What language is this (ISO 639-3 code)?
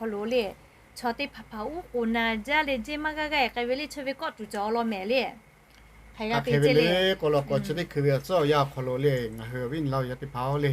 lhu